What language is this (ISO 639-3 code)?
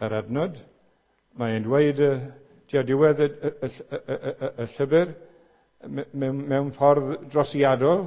cym